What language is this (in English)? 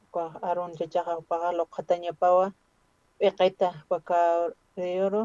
Aymara